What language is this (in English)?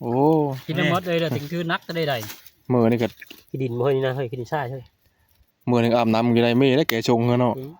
Northeastern Thai